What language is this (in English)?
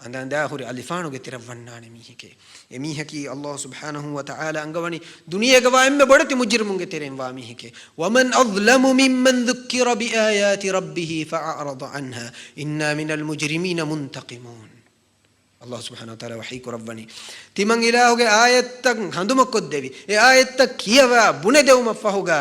Divehi